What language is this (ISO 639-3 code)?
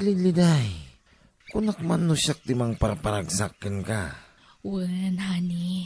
ilo